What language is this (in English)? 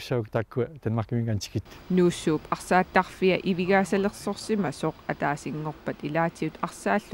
Kalaallisut